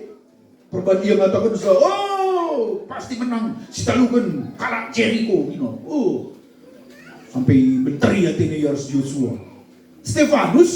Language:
Batak Karo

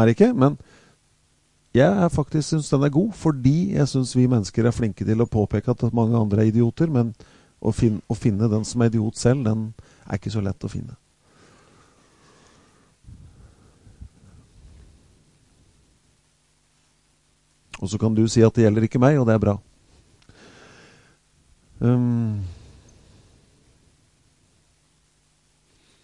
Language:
Norwegian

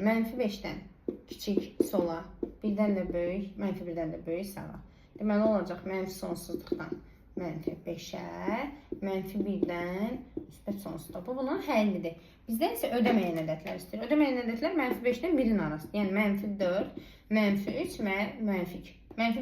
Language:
Azerbaijani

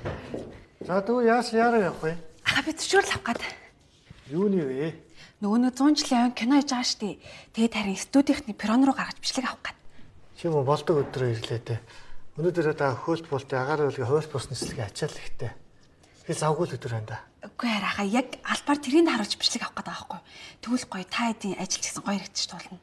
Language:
Mongolian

